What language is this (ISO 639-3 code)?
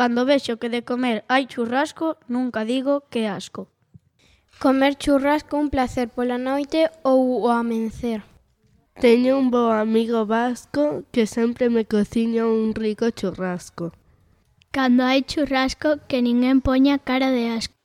glg